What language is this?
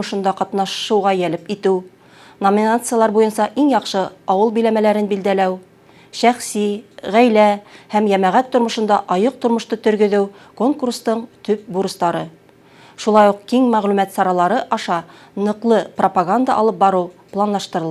Bashkir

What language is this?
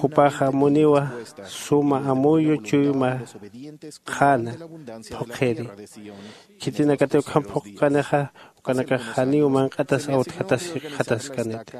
Aymara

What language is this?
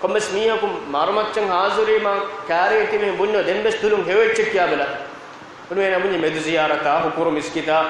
Divehi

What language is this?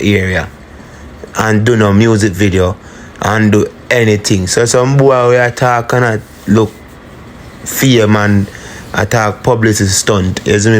Jamaican Creole English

